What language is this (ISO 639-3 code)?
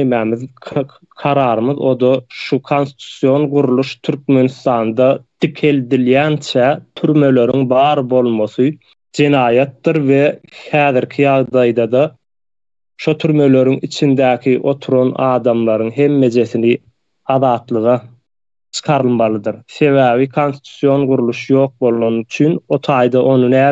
tuk